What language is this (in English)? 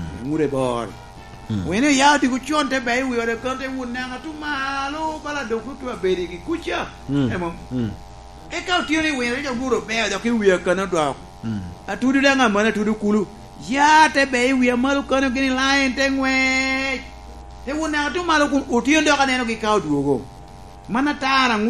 Lango (Uganda)